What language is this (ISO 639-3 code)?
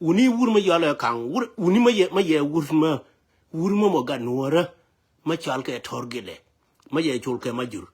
nus